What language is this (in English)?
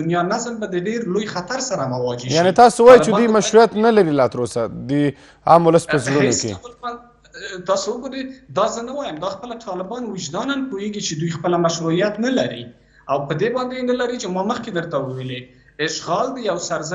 Pashto